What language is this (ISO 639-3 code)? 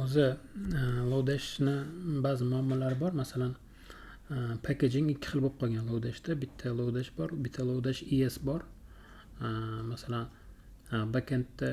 uzb